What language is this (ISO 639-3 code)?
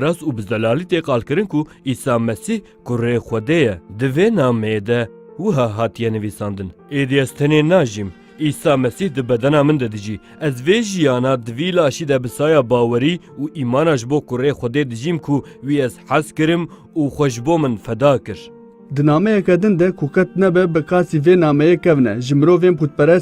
kur